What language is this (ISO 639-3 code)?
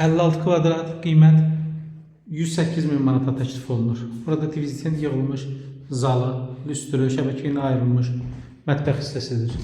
aze